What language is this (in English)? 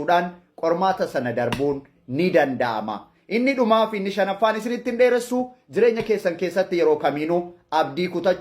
Oromo